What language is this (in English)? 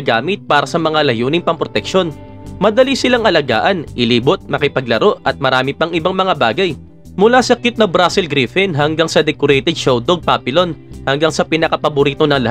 Filipino